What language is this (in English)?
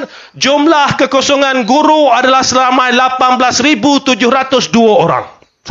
Malay